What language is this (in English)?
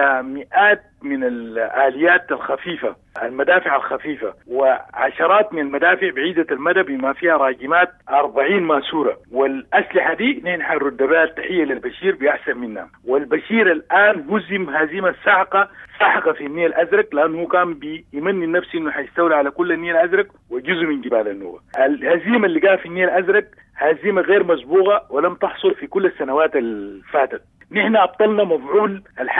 Sudanese Arabic